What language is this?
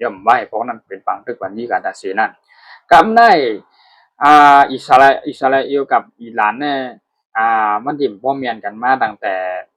Shan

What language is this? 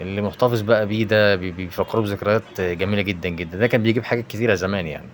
Egyptian Arabic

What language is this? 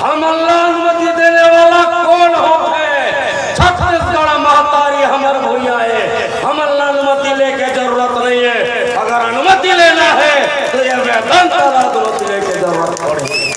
Chhattisgarhi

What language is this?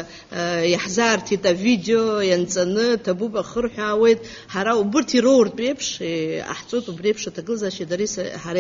Abkhazian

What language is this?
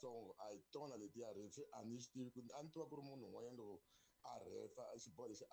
Tsonga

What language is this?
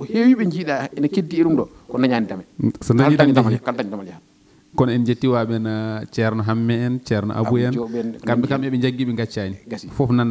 Fula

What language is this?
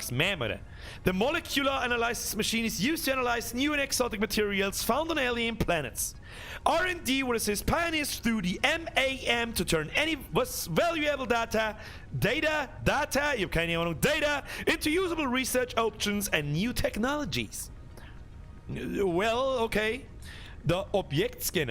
Bavarian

